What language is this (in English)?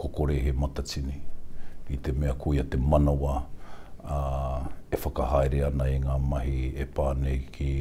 Māori